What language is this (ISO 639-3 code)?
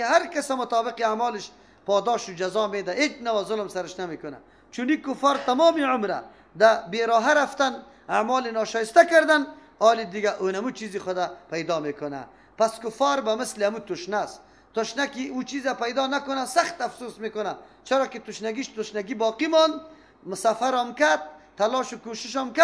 fas